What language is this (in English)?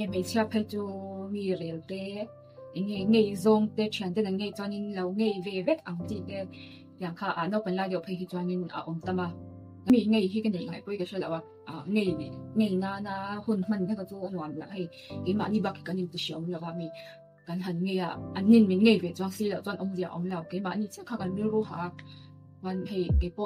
Mizo